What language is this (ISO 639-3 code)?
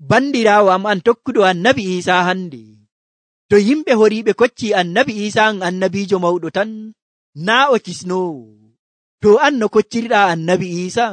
fuv